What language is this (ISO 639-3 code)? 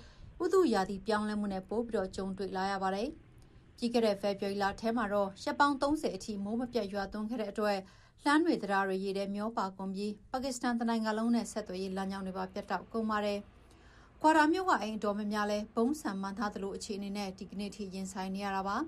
mya